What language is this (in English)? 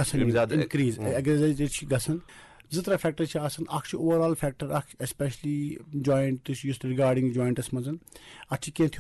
Kashmiri